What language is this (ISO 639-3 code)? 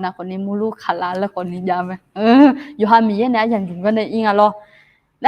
ahk